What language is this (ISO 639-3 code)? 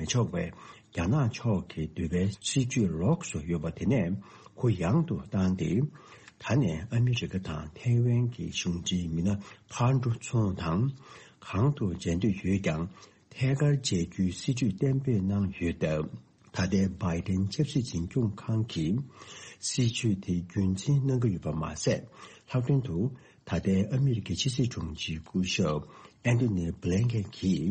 bod